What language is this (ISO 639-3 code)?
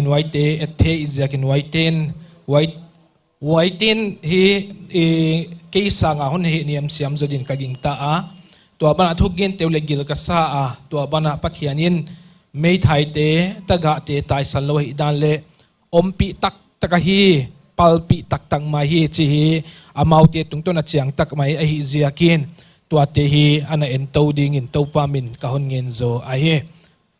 pck